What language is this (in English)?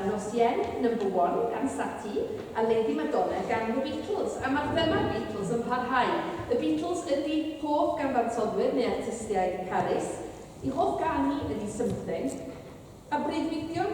Welsh